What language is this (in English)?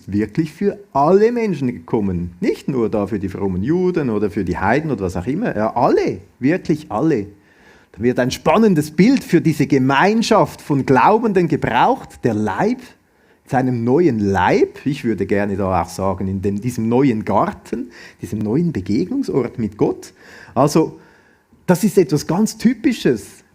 Swiss German